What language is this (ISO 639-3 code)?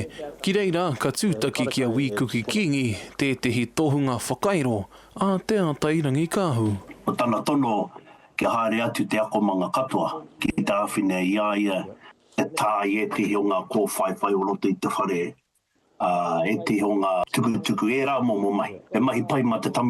mri